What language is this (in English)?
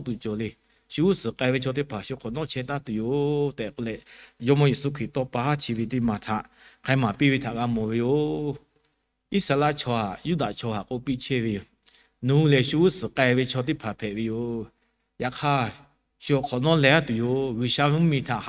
Lahu